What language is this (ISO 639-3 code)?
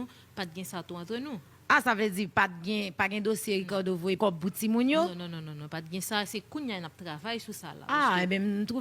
hat